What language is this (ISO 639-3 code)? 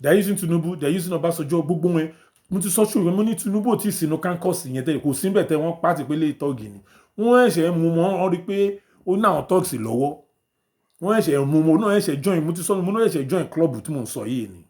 yor